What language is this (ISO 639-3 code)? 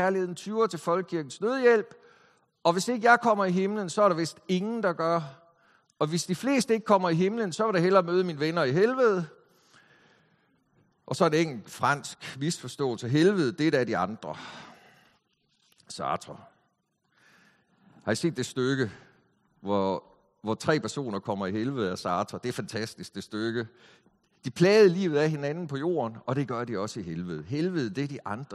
dan